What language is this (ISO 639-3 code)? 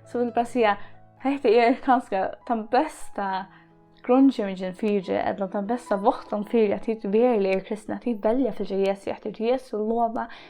fao